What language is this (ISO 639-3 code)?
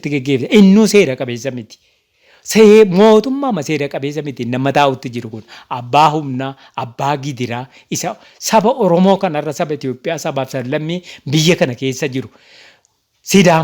orm